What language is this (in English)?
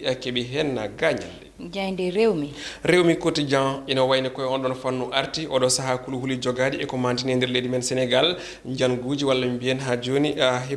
Fula